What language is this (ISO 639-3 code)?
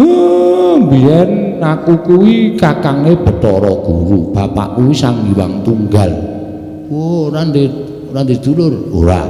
jav